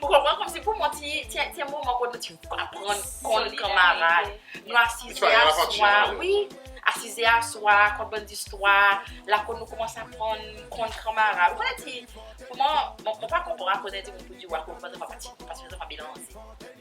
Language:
Seselwa Creole French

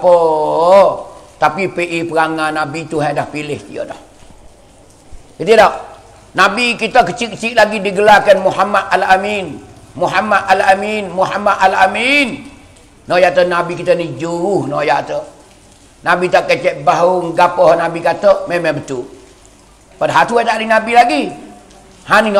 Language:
Pattani Malay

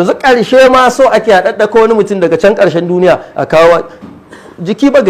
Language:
Hausa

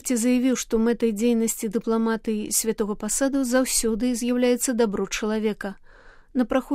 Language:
Belarusian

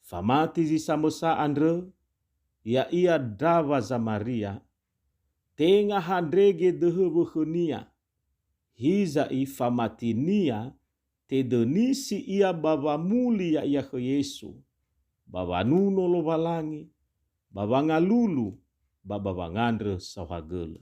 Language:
Nias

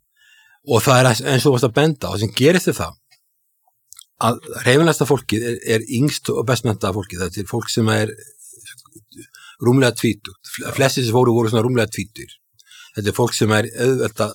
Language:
Icelandic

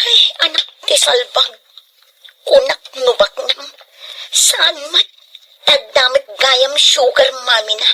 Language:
Iloko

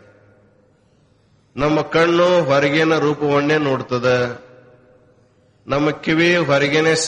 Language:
Kannada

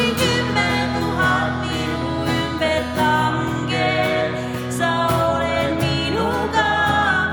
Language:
Estonian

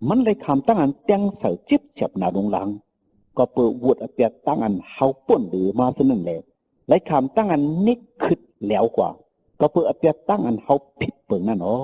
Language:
Shan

